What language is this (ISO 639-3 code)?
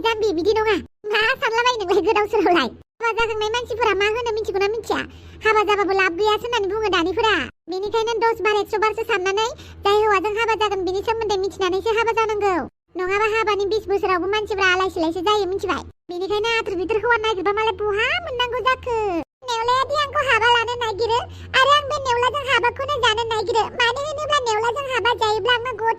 brx